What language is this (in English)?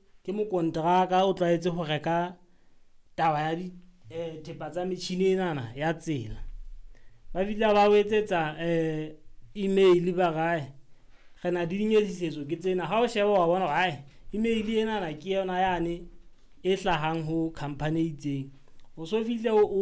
Southern Sotho